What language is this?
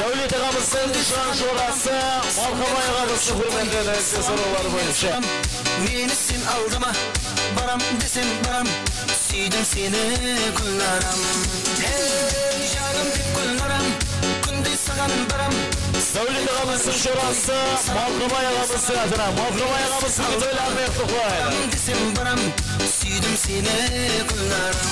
Kara-Kalpak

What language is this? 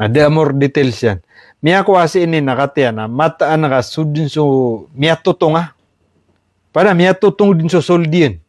Maranao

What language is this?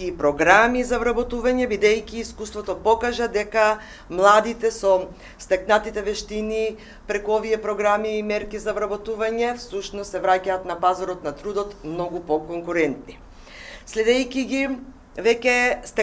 Macedonian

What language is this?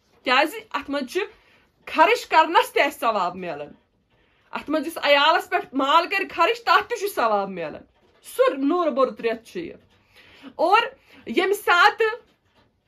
Kashmiri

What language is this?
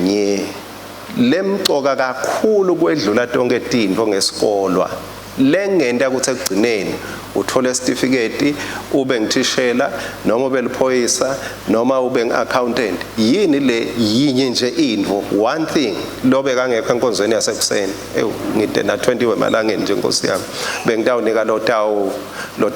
Swati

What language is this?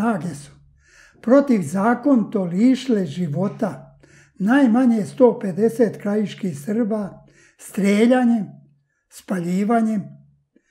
Serbian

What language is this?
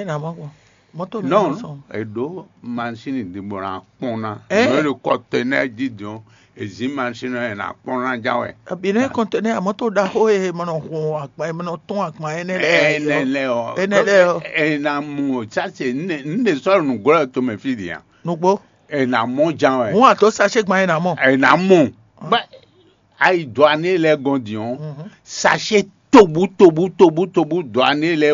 Fon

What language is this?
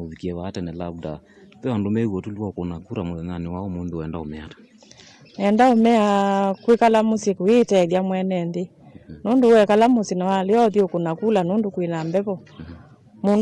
Kamba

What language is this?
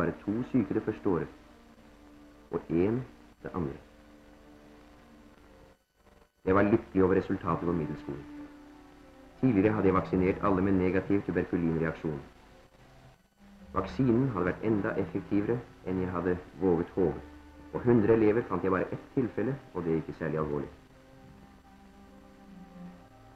Norwegian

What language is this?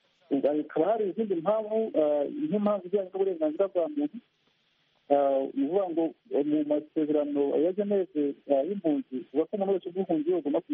Kinyarwanda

